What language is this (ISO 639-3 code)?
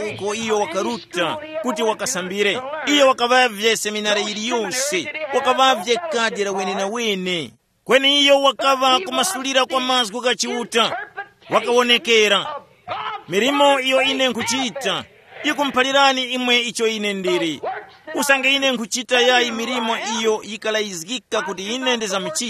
tum